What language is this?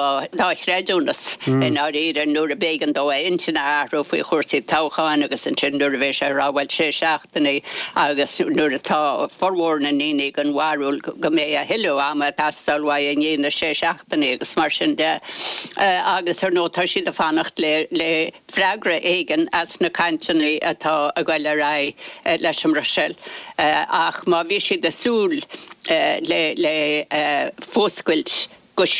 Irish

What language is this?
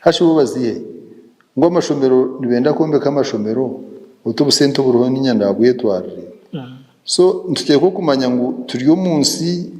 Nyankole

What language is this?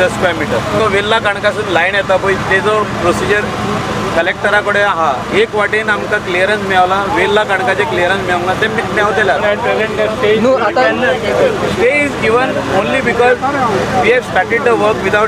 Konkani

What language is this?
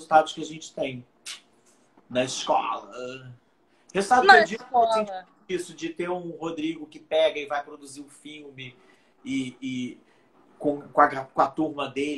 Portuguese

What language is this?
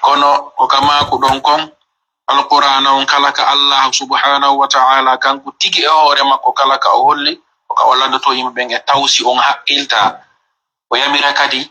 Fula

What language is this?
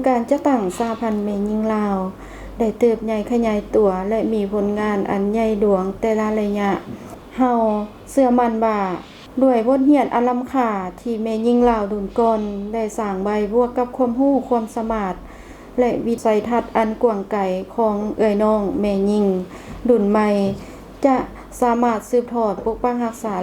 Lao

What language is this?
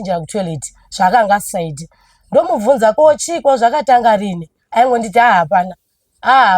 Shona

